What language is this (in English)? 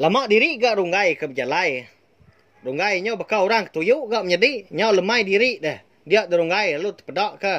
Iban